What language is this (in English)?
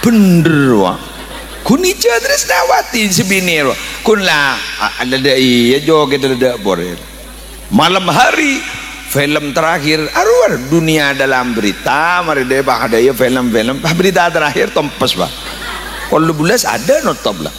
Madurese